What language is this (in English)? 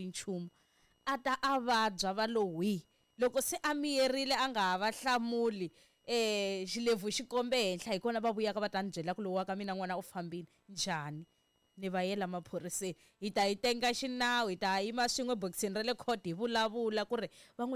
Tsonga